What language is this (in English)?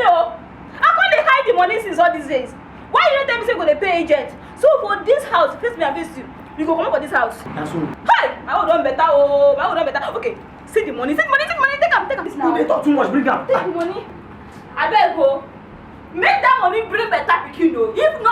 Nigerian Pidgin